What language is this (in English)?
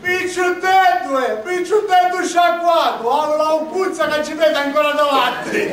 Sicilian